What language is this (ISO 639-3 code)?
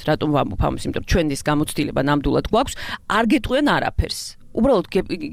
kat